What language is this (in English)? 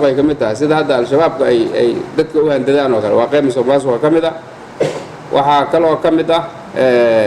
Somali